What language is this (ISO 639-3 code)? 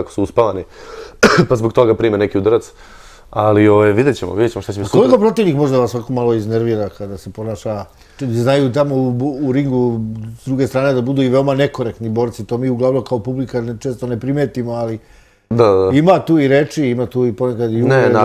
srp